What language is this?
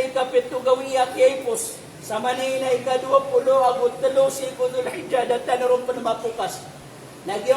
Maranao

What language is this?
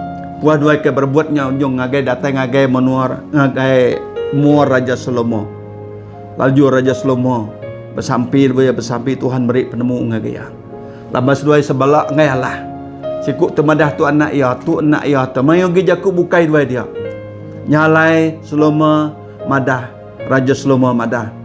Iban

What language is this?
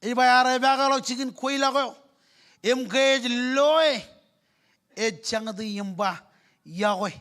Marshallese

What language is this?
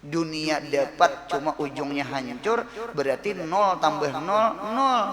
Banjar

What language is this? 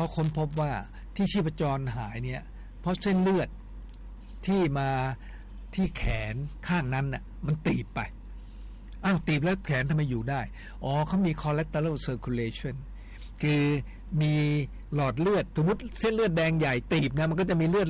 Thai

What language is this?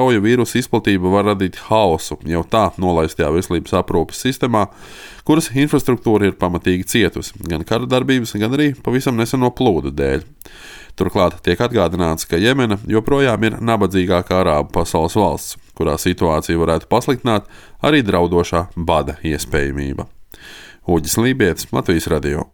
Latvian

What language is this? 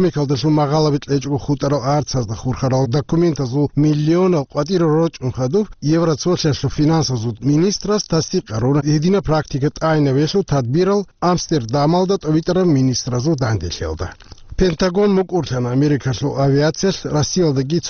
Avaric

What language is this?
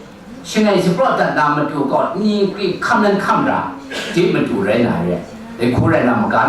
Kachin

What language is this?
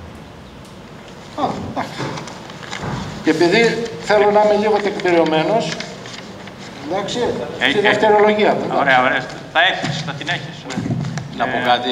Greek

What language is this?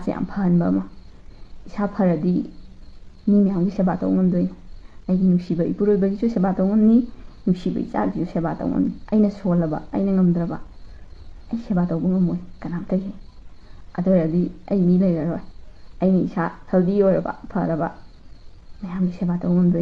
Manipuri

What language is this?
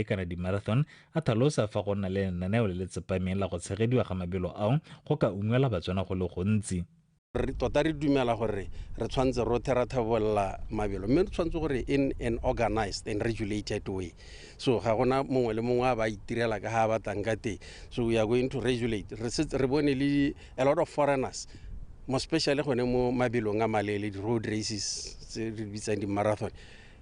Tswana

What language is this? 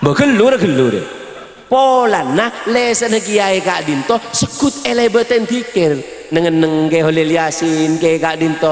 Madurese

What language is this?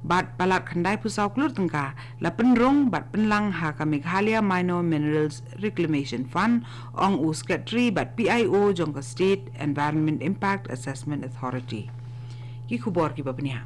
Khasi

